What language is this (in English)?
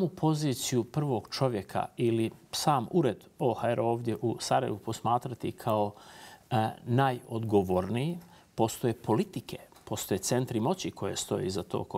Bosnian